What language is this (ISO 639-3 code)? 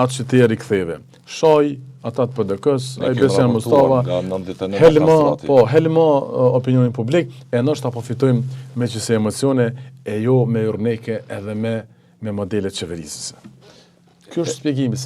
sqi